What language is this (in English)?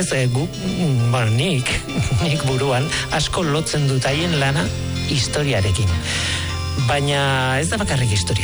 Basque